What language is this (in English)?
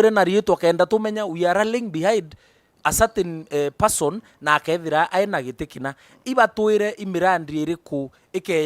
Meru